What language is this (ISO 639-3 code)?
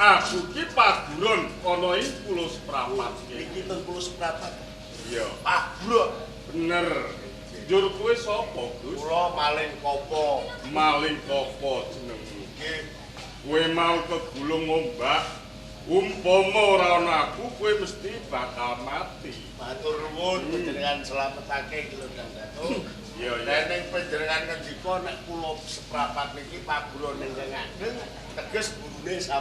jav